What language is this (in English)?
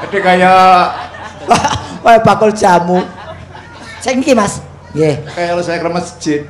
Javanese